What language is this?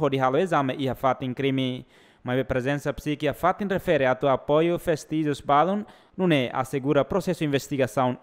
Tetum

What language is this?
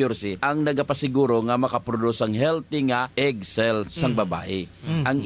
Hiligaynon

